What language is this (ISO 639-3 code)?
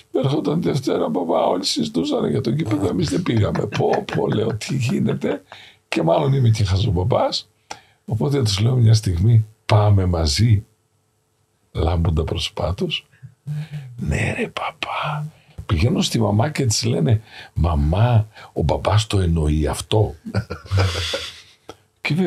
ell